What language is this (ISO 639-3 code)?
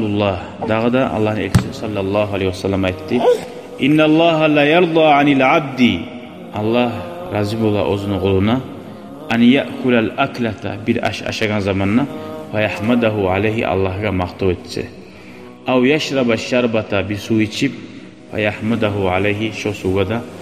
kum